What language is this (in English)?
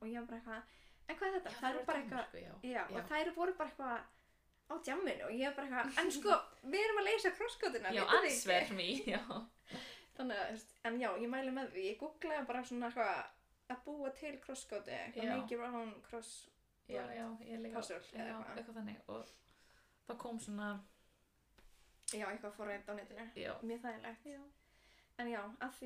Icelandic